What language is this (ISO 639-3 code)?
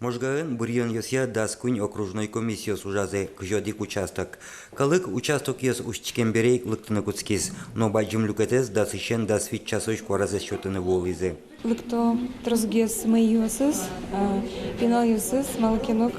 udm